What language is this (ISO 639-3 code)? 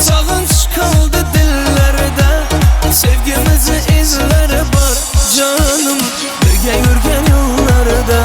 tuk